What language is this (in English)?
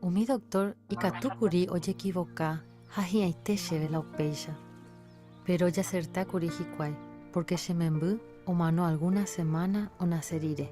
Guarani